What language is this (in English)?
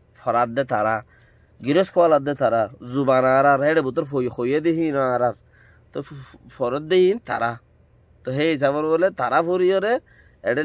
Rohingya